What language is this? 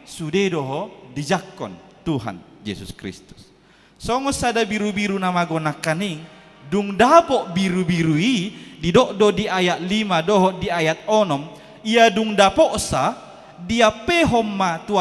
Batak Toba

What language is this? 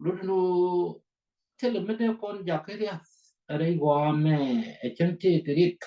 Nuer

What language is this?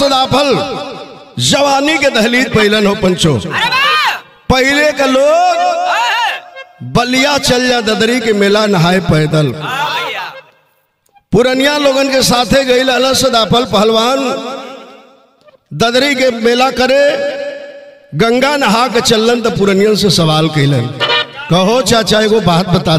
Bhojpuri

